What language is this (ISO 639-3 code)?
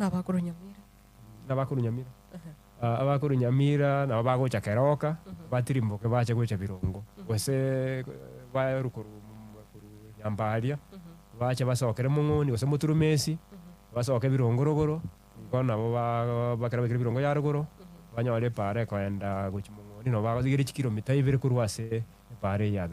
guz